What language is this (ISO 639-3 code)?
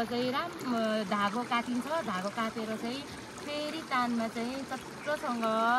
nep